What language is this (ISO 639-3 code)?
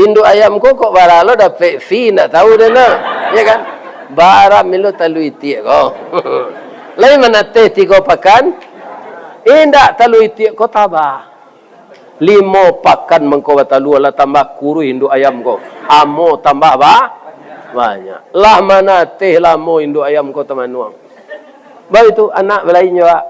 min